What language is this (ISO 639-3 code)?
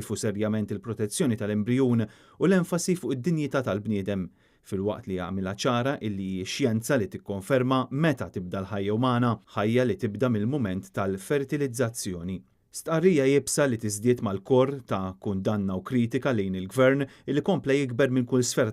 mlt